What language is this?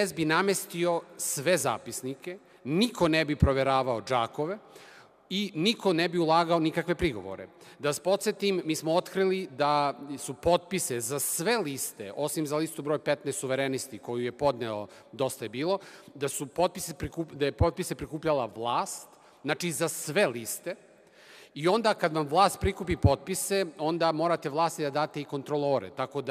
Serbian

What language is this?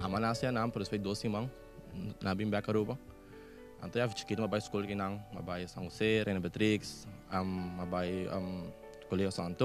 Papiamento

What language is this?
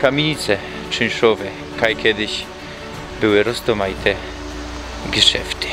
Silesian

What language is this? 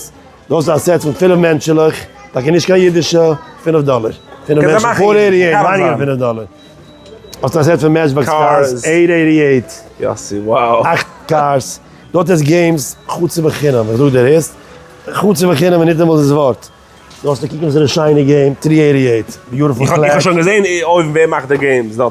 Yiddish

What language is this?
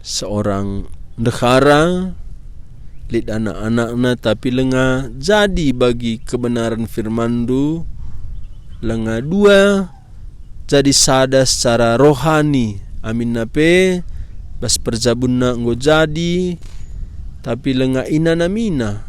Batak Karo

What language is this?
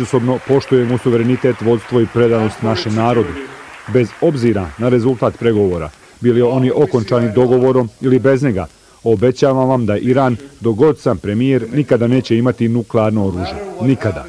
Bosnian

